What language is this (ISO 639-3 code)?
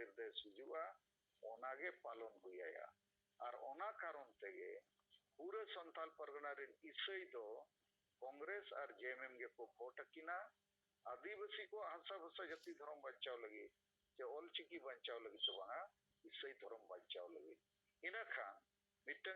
sat